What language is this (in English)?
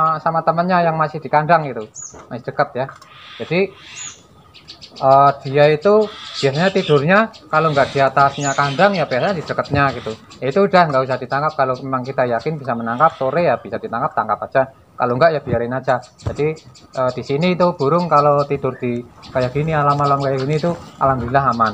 Indonesian